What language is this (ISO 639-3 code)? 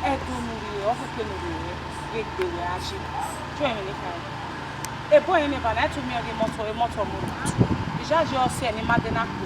bin